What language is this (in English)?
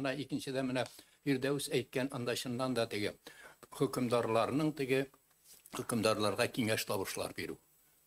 Tatar